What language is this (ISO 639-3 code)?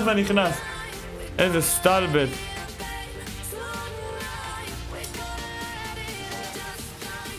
heb